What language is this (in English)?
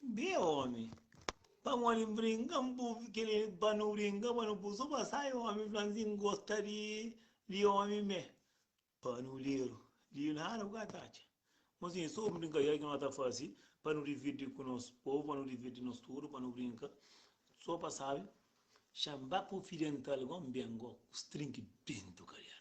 Kabuverdianu